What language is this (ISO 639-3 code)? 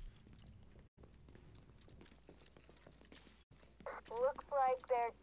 eng